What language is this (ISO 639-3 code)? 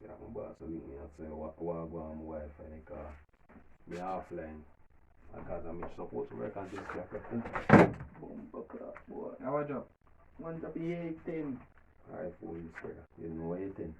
jam